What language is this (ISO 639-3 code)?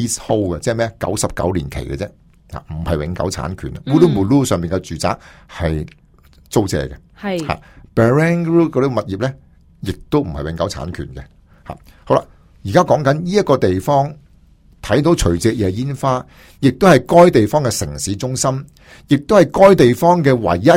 yue